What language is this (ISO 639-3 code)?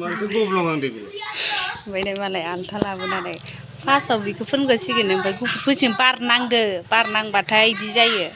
brx